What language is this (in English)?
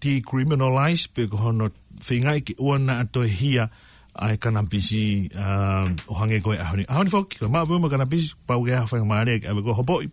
Tongan